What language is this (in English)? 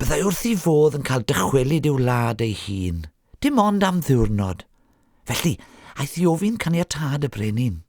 Welsh